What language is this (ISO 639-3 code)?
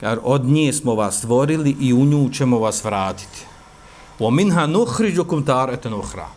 bos